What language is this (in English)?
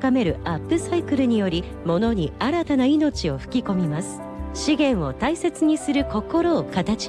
Japanese